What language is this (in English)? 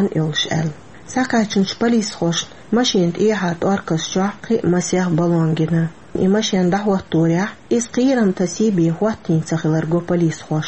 Chechen